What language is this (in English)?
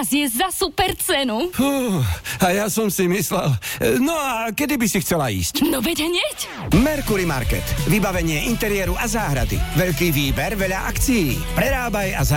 Slovak